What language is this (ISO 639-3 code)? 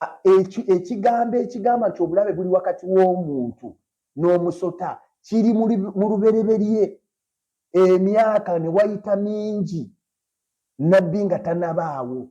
lug